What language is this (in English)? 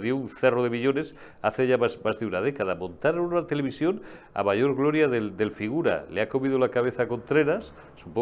Spanish